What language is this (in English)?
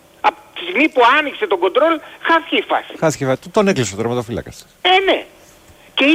Greek